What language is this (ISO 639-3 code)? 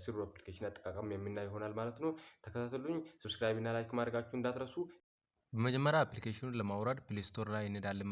amh